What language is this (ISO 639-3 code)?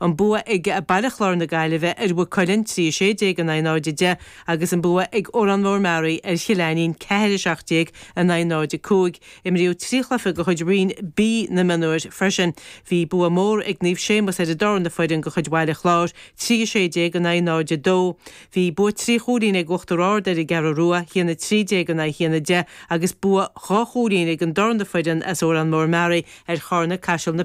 gle